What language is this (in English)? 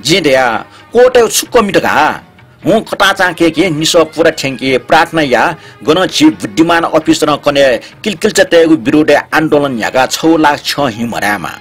Newari